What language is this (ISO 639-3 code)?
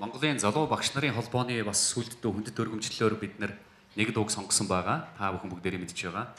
mon